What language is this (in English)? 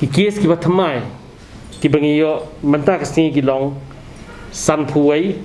Khasi